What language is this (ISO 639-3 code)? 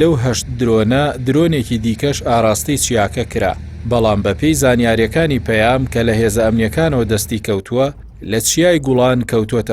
ckb